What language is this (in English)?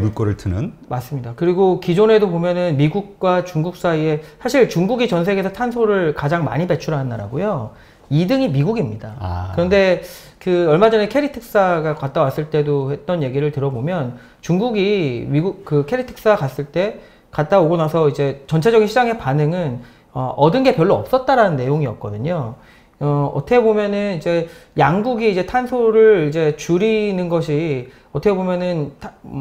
Korean